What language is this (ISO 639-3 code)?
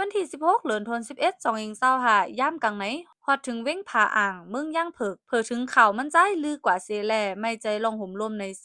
shn